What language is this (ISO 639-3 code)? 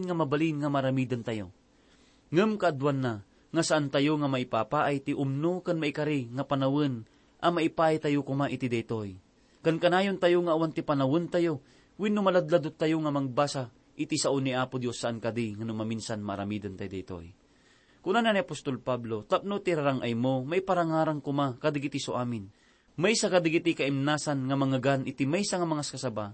ilo